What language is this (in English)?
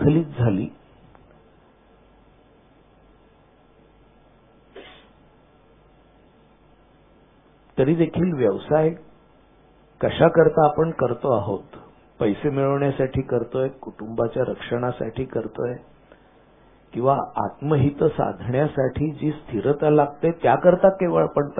Marathi